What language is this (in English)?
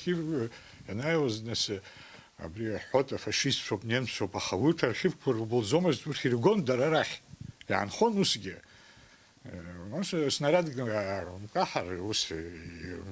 Abkhazian